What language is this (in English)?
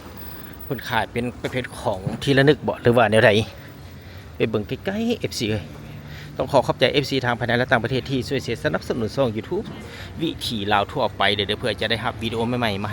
Lao